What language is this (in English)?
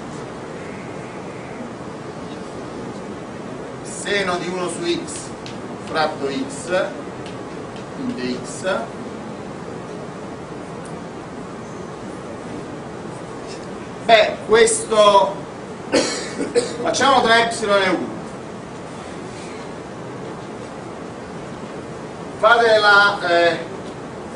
Italian